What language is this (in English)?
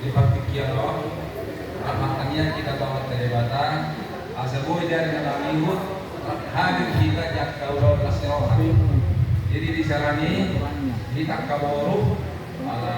Batak Toba